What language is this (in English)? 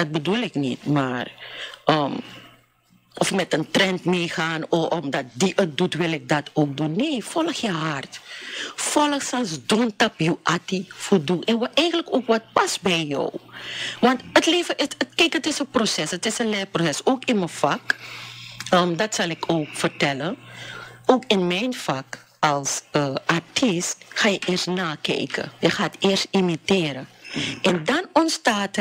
Dutch